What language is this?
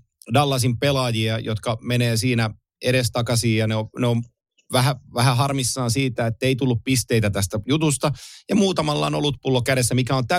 Finnish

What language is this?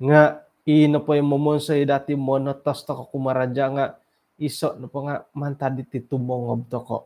Central Dusun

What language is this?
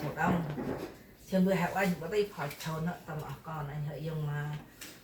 Central Mnong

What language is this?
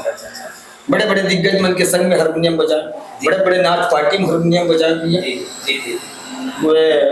Chhattisgarhi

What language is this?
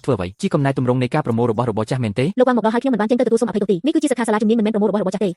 Khmer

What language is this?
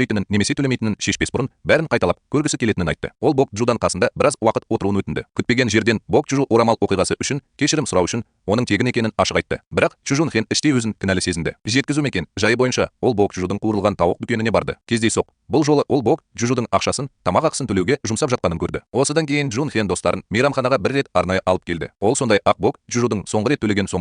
Kazakh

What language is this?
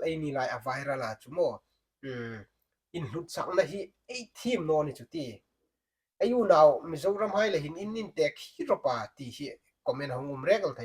Hmar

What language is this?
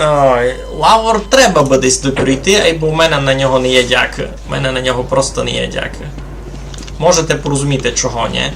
Rusyn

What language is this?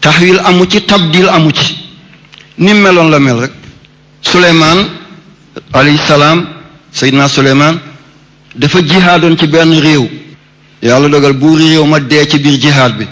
Wolof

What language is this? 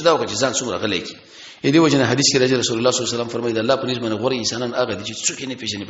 Pashto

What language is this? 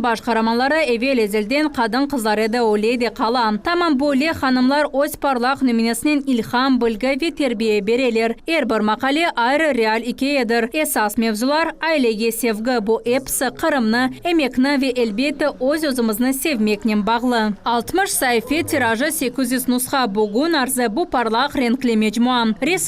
Crimean Tatar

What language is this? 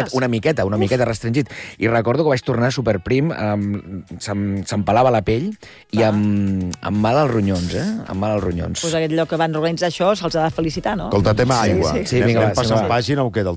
Catalan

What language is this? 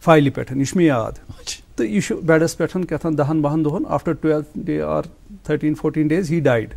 Kashmiri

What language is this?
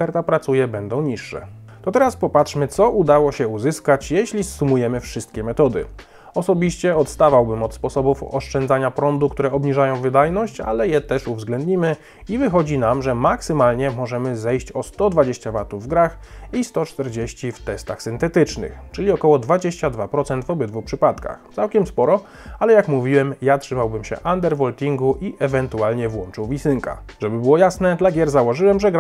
Polish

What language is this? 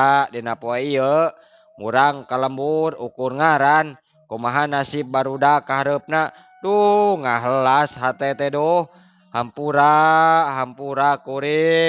Sundanese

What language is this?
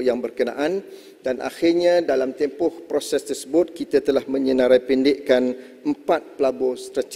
Malay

